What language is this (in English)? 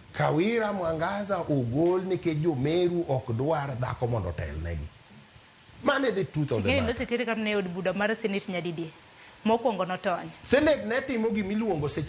Luo (Kenya and Tanzania)